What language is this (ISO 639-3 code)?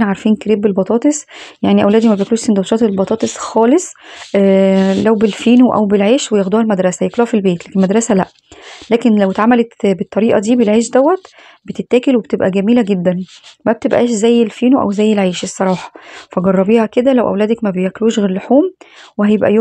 arz